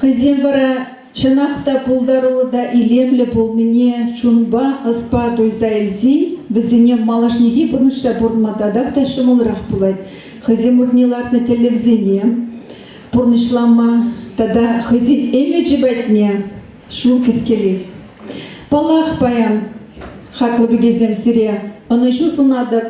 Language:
Chuvash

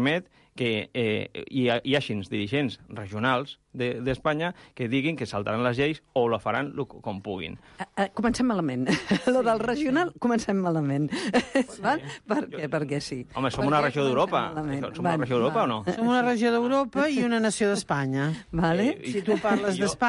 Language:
Catalan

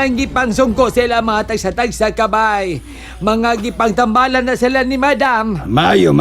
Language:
Cebuano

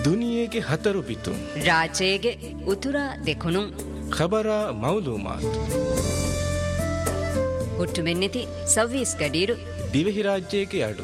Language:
Divehi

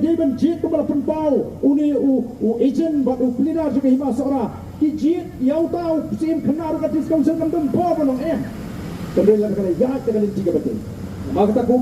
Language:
Khasi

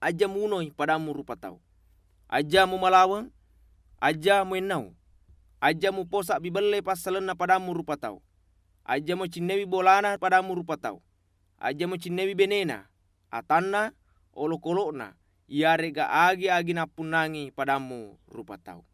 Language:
Buginese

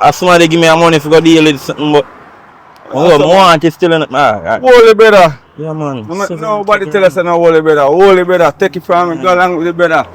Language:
Jamaican Creole English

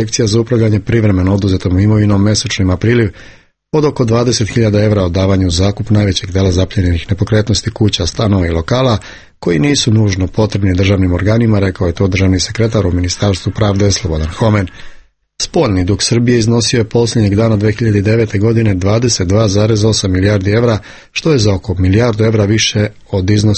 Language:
Serbian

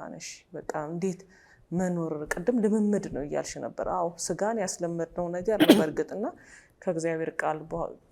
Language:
Amharic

